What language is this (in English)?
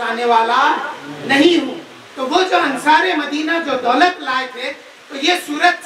Urdu